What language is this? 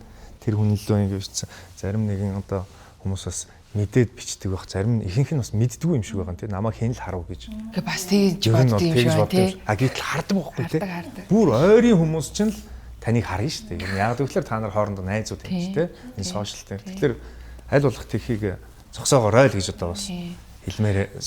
Mongolian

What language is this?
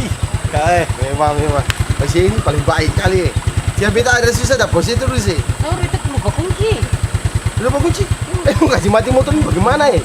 Ambonese Malay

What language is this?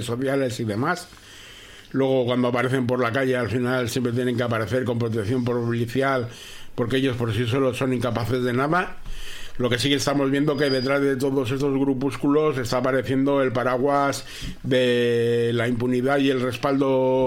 Spanish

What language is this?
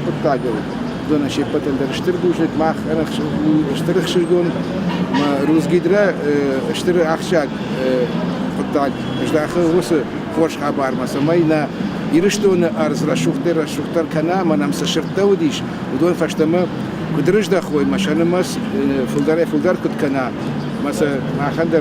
Ossetic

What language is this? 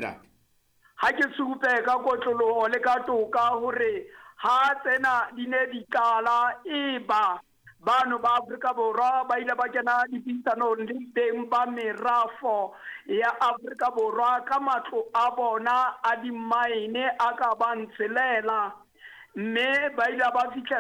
Southern Sotho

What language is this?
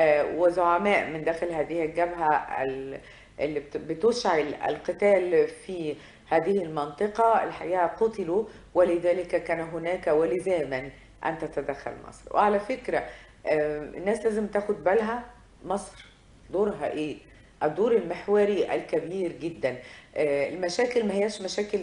Egyptian Arabic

